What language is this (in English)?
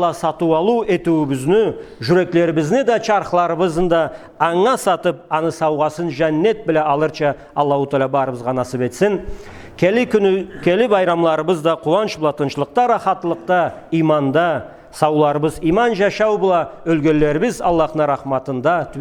Karachay-Balkar